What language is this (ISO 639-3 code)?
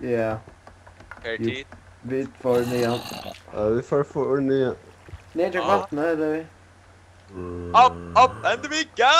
fao